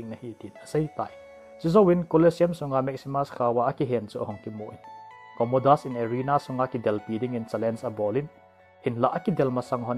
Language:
Thado Chin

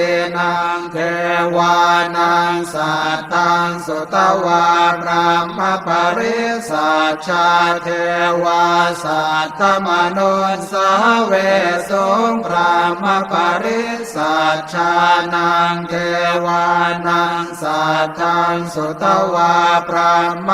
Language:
Pali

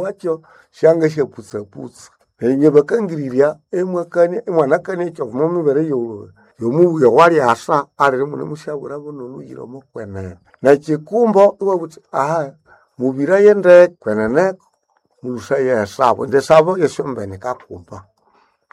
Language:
Nande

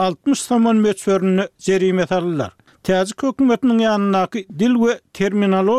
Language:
Turkmen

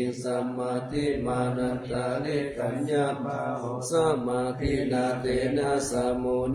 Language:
Pali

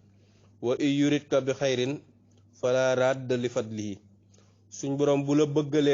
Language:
Wolof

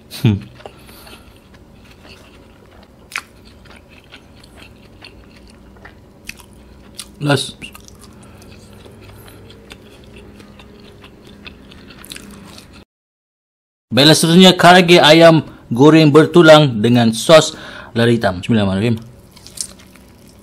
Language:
Malay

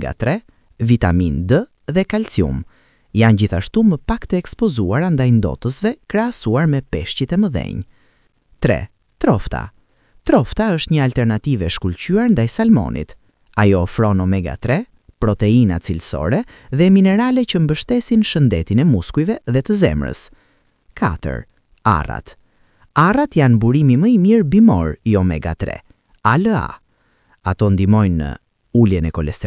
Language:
Albanian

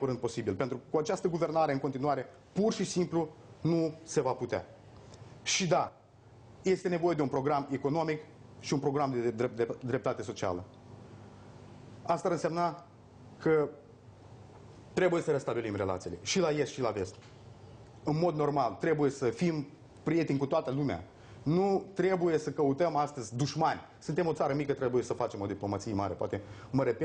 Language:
Romanian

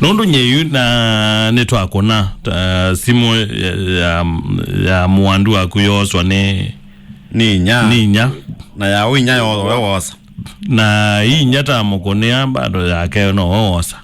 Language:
Kamba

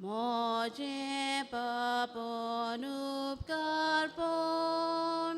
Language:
Konkani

